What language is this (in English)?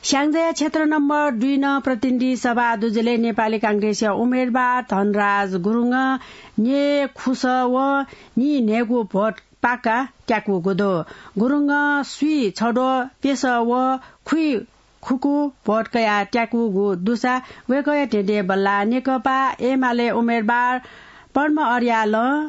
Newari